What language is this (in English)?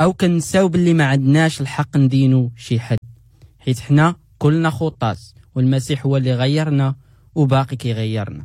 Moroccan Arabic